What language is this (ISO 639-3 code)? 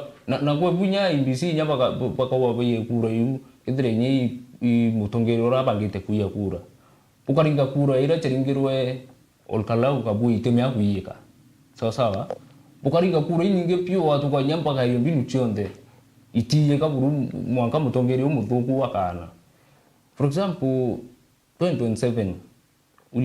mer